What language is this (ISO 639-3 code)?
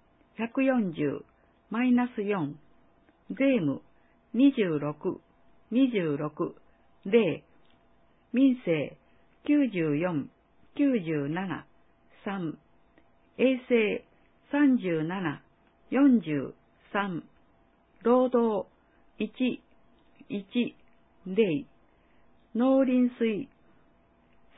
jpn